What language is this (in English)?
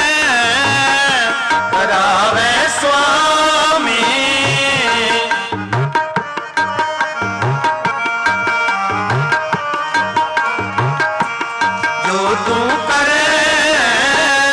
Punjabi